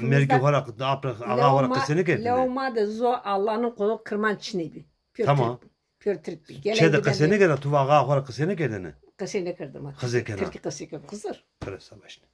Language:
Zaza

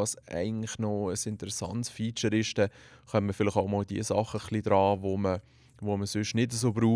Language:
Swiss German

